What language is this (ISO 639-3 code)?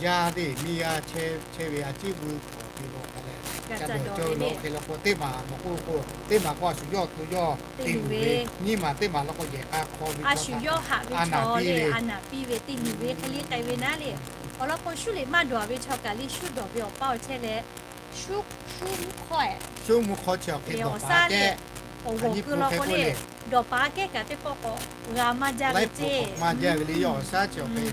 lhu